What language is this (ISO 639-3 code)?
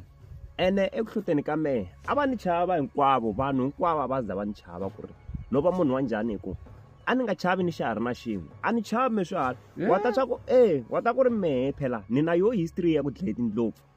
tso